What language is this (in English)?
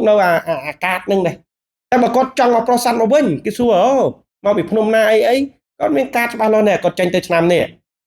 Khmer